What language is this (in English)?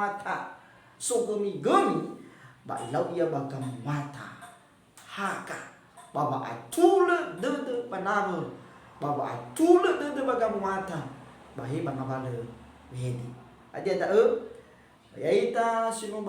Nias